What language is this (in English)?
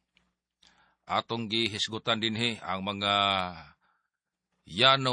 Cebuano